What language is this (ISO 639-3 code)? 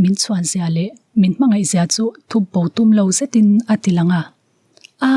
lus